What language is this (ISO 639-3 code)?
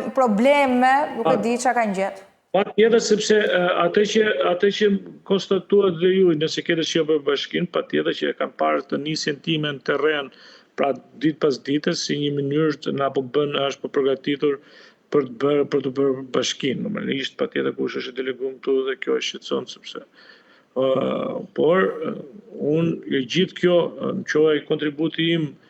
sqi